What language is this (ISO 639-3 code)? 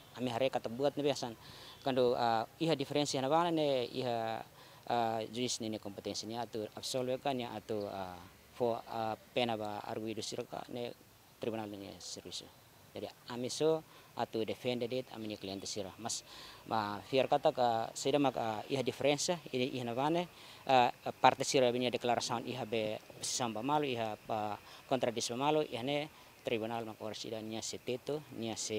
tet